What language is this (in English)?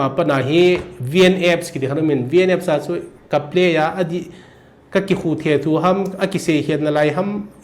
Thado Chin